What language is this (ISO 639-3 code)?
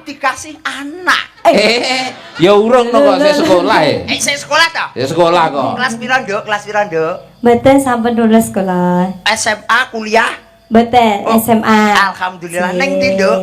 jav